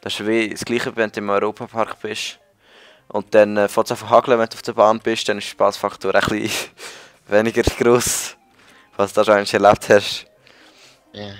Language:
Swiss German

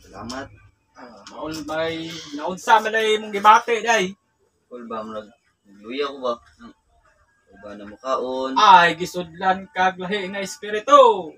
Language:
Cebuano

